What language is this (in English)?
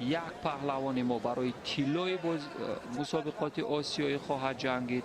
Tajik